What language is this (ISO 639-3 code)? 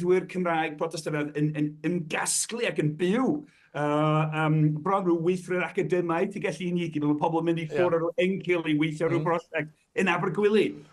cym